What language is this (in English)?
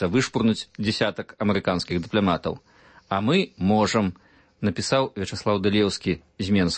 Belarusian